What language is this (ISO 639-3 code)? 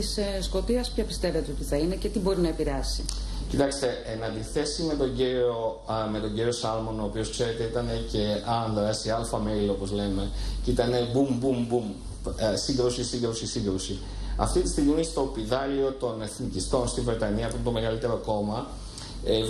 ell